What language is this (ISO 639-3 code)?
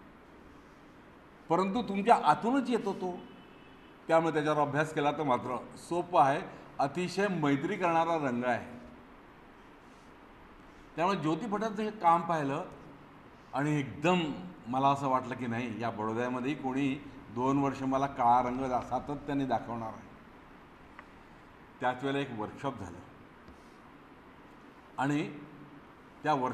mar